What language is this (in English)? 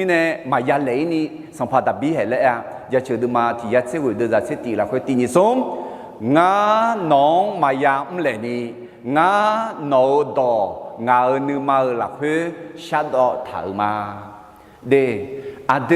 Akha